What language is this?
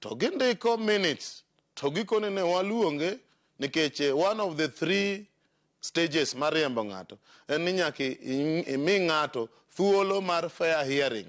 Luo (Kenya and Tanzania)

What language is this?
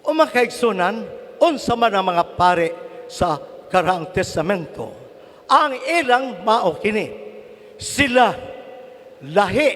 Cebuano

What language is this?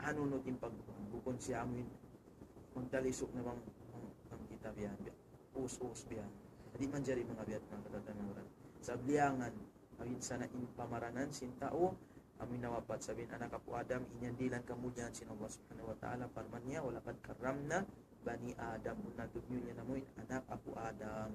Tausug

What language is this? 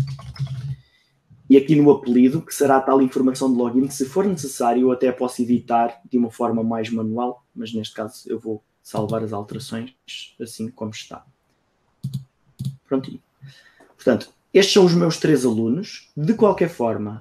Portuguese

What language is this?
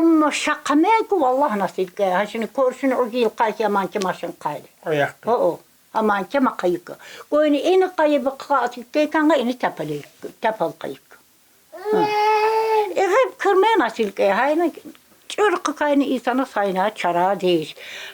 Tsakhur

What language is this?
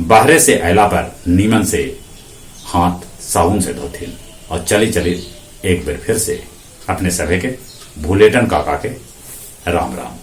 Magahi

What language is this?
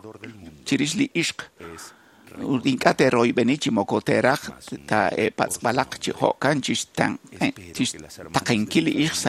Kekchí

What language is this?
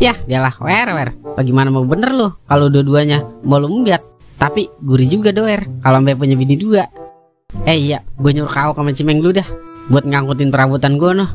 Betawi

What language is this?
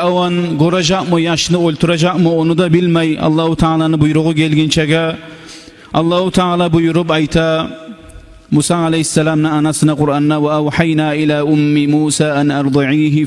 Kumyk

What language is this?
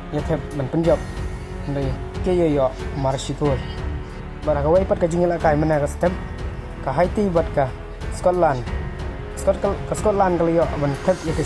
Khasi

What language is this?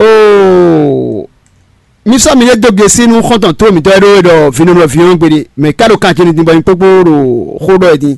Fon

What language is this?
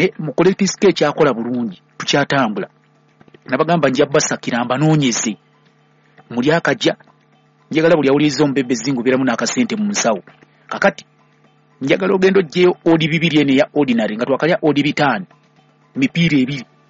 Ganda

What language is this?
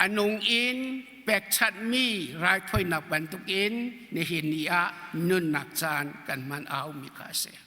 Hakha Chin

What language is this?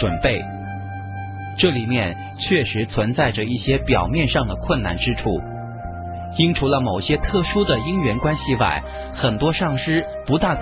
Chinese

